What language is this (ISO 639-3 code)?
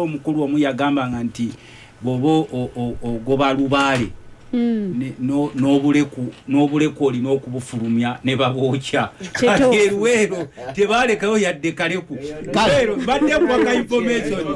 lug